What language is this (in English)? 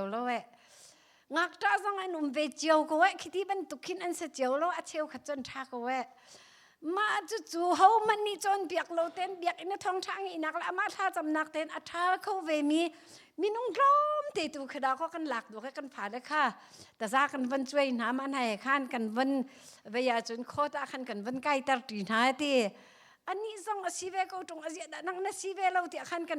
Hakha Chin